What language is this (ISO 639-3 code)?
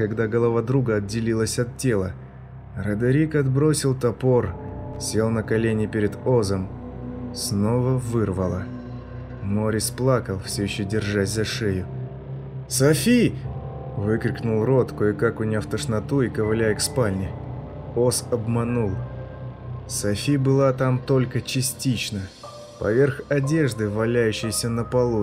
rus